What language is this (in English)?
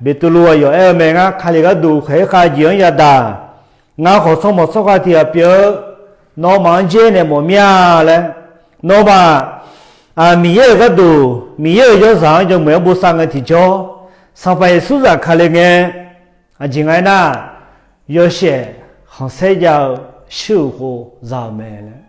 Akha